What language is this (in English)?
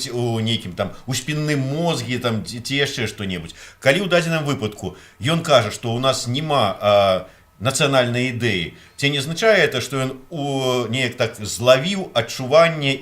Belarusian